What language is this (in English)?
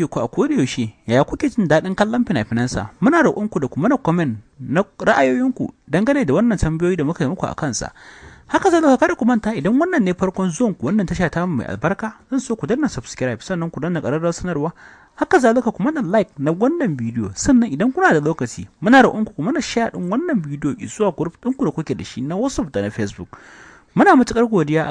Hausa